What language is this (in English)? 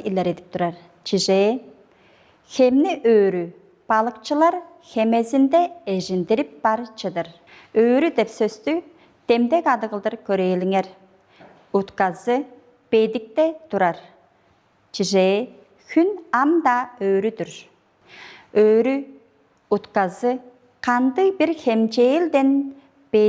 Tuvinian